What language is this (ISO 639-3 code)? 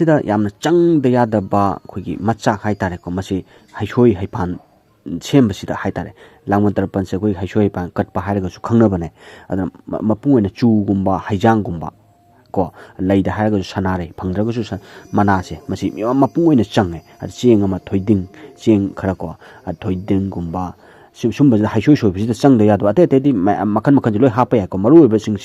mni